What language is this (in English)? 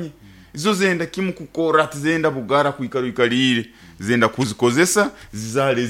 Nyoro